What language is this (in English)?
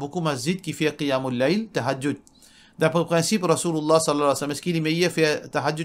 Morisyen